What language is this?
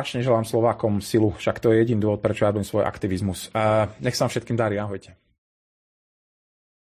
Slovak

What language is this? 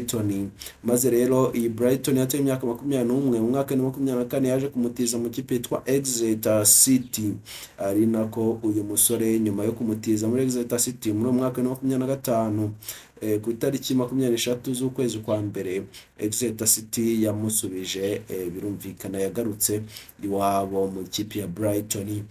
Kinyarwanda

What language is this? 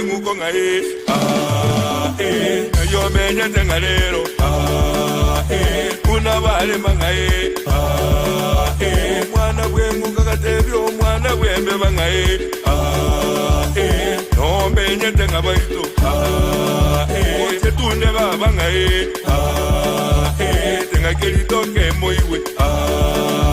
Gusii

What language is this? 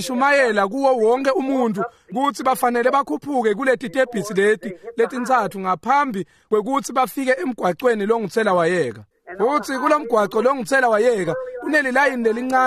Swati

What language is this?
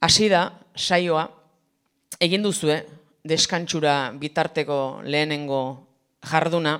Basque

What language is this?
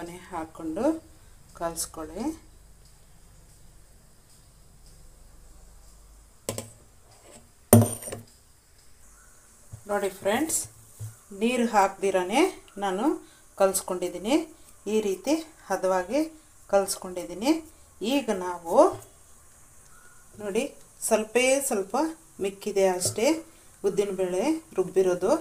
Kannada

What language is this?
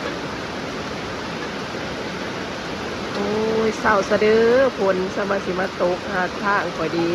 Lao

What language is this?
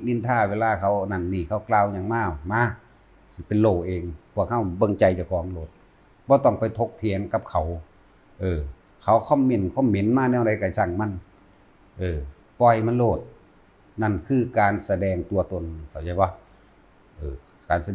Northeastern Thai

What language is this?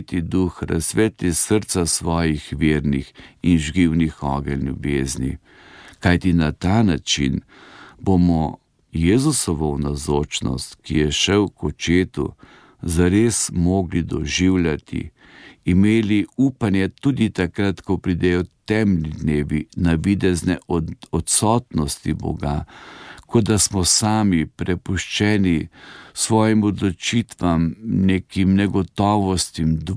Slovenian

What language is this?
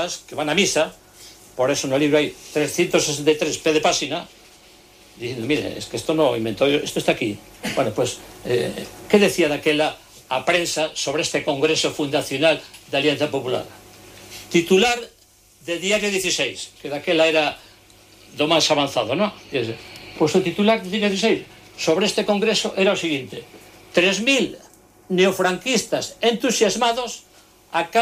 Galician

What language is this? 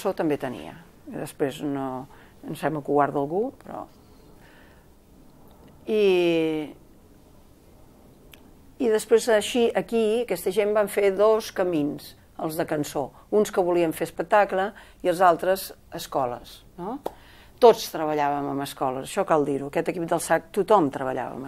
Catalan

